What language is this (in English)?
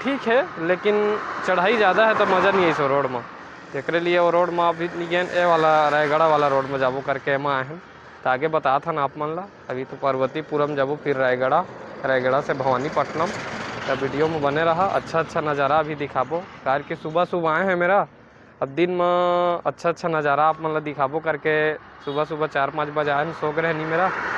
Chhattisgarhi